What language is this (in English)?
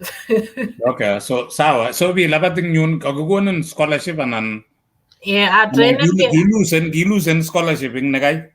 Kalenjin